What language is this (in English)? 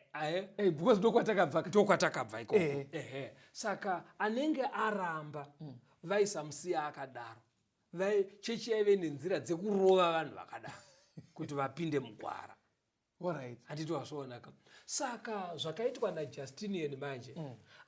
Shona